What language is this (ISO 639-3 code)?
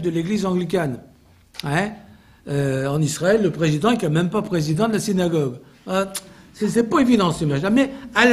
fra